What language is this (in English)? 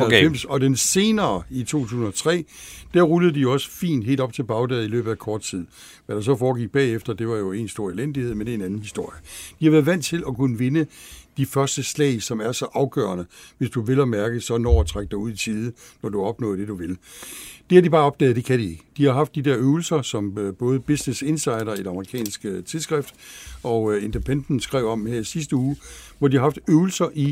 Danish